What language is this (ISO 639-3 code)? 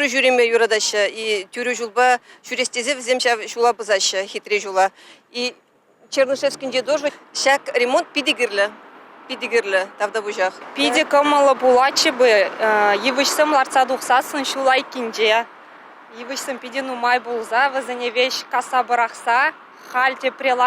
chv